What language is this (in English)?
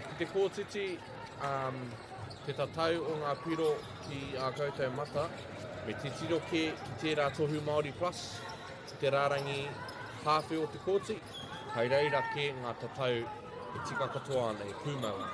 Māori